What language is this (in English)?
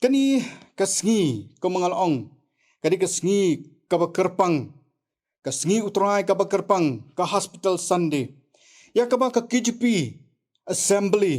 Khasi